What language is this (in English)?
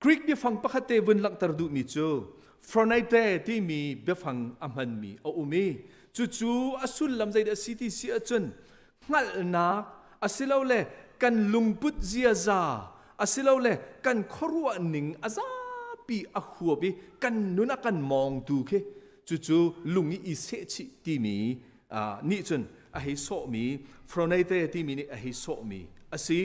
Hakha Chin